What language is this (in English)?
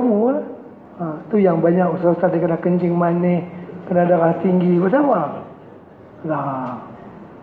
Malay